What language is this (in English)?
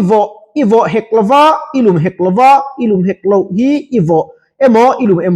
Mizo